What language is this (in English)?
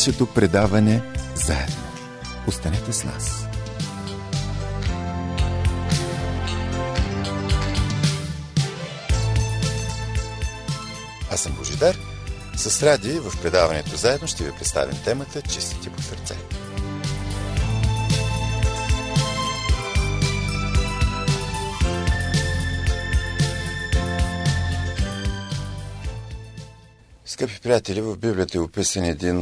Bulgarian